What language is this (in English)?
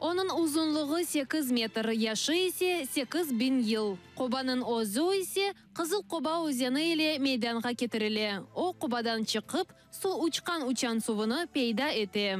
Crimean Tatar